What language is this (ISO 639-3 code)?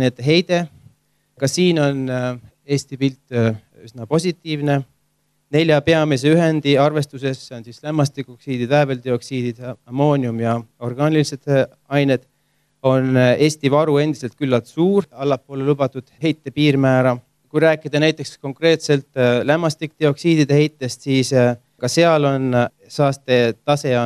est